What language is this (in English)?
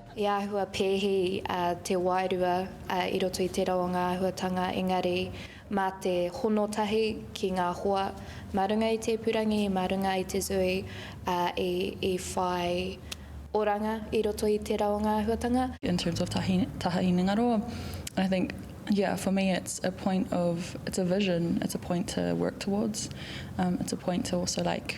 Māori